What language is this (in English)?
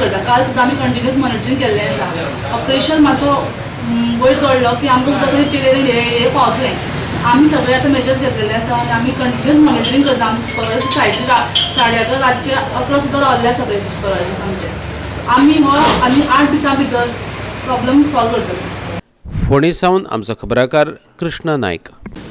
Konkani